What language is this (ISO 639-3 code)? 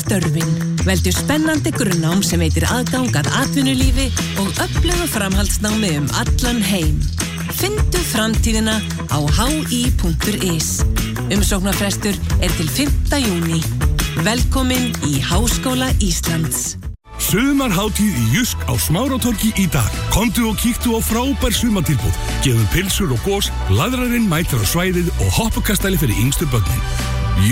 isl